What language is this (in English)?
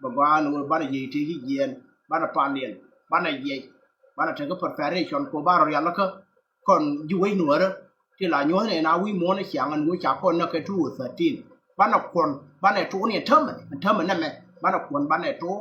Nuer